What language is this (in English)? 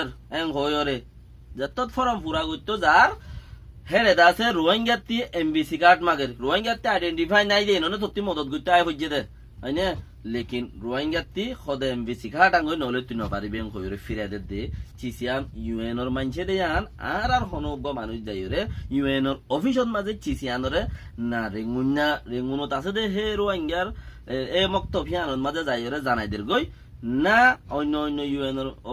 Rohingya